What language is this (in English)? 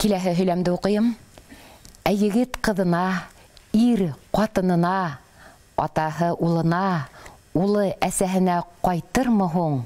Bashkir